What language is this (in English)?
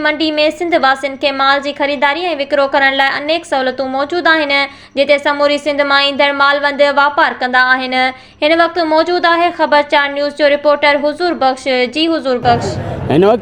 Sindhi